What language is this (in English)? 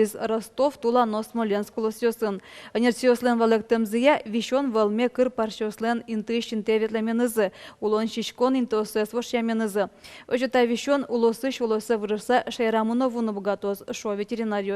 Udmurt